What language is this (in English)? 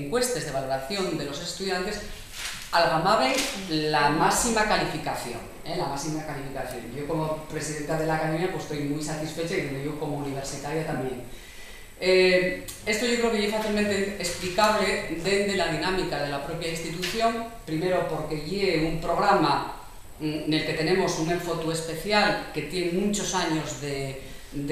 Asturian